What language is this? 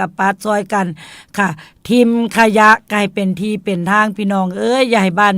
Northeastern Thai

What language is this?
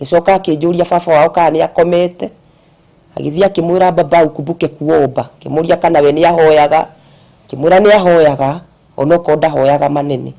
Kikuyu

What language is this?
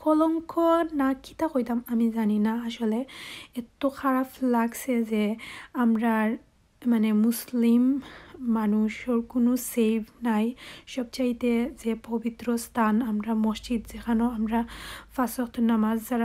Sylheti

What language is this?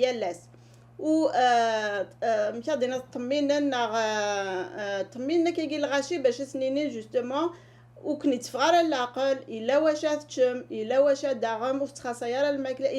Kabyle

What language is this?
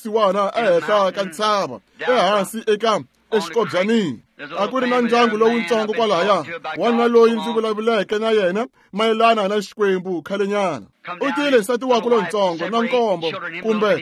Tsonga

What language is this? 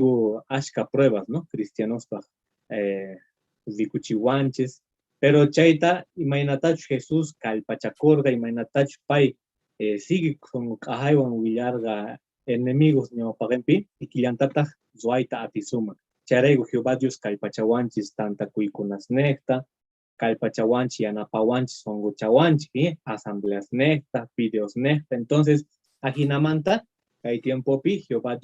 Quechua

